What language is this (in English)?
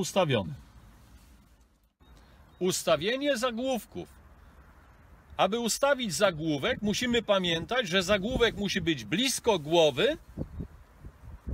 Polish